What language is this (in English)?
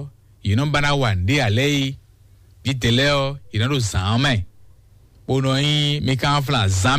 Fon